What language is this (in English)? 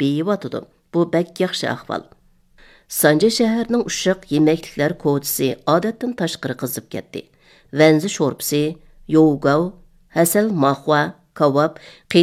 Uyghur